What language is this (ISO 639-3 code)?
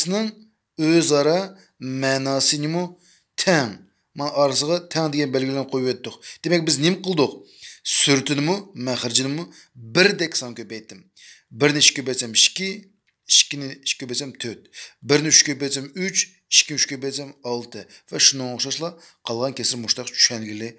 uig